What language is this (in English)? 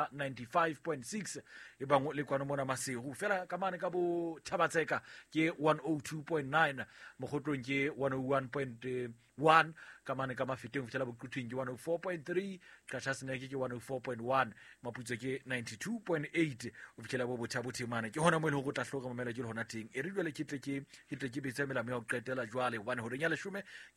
Southern Sotho